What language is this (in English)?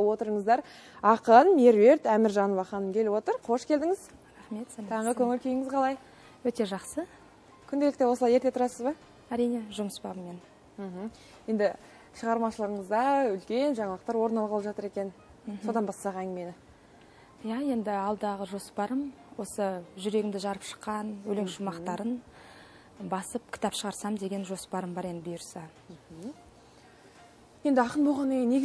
Kazakh